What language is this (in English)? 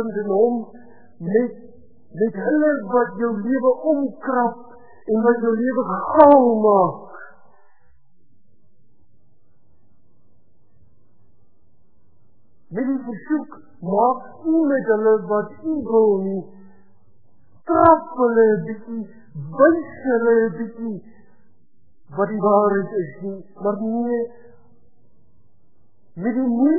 Afrikaans